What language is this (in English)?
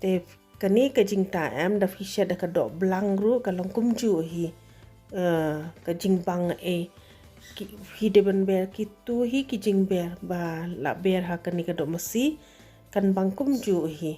Khasi